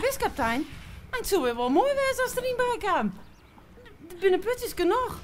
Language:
Western Frisian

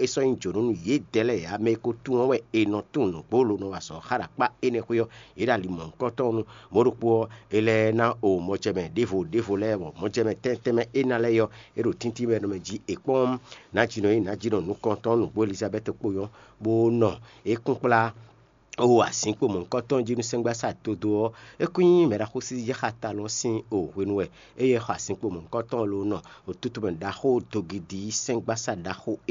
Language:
Fon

